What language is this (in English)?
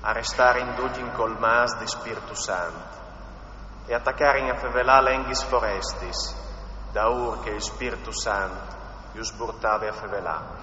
Friulian